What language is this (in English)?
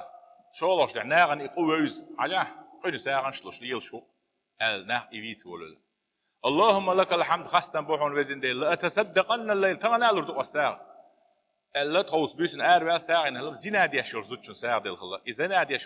Chechen